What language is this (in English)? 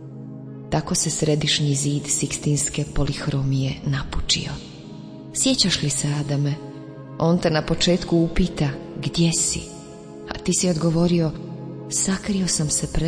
Croatian